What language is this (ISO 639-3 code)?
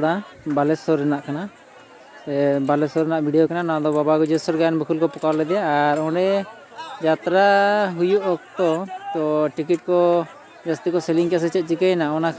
sat